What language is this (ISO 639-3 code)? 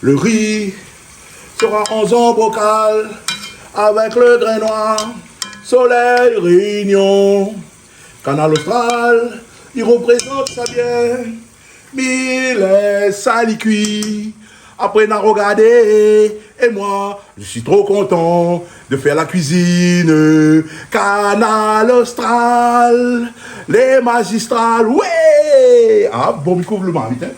rcf